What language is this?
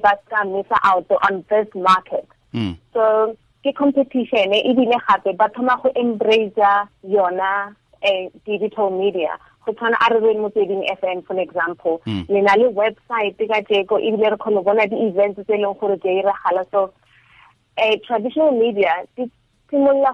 Tswana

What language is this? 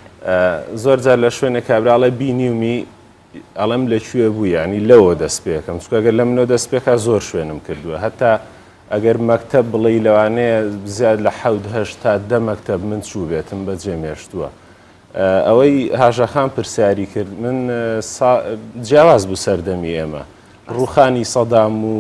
Central Kurdish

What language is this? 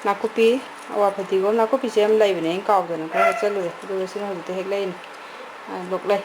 Manipuri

